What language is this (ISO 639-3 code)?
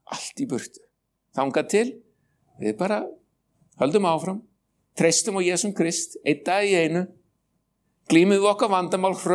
isl